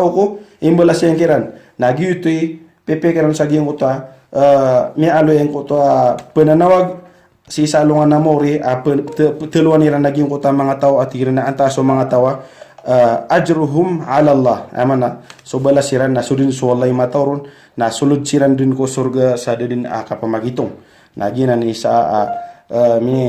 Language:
Maranao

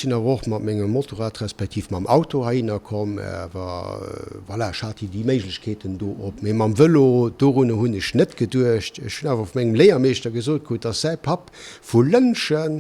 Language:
Luxembourgish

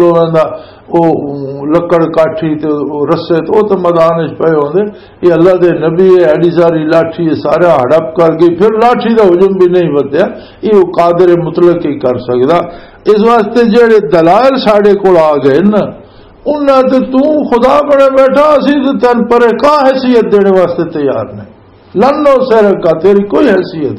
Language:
Western Panjabi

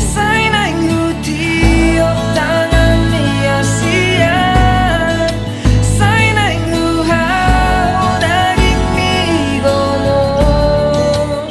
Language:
Batak Toba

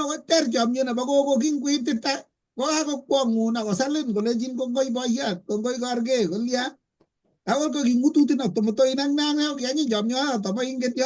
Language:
Kalenjin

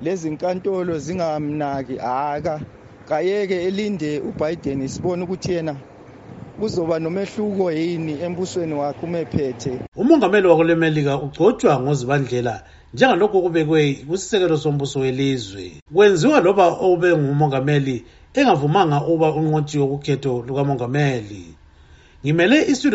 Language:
North Ndebele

